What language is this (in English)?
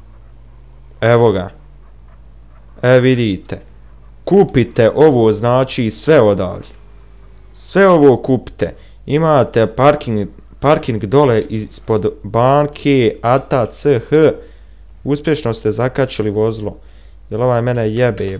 Bosnian